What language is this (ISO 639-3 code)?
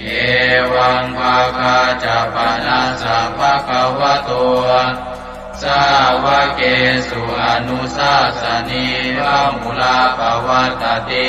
pli